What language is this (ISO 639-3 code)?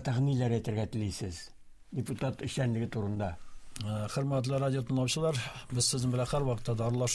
tat